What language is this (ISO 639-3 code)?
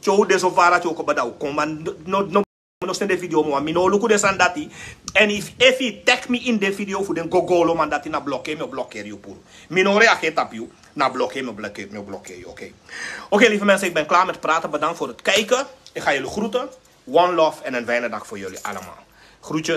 srn